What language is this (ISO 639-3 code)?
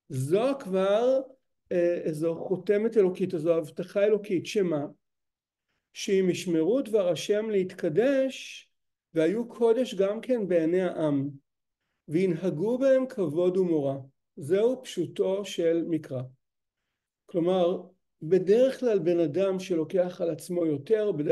heb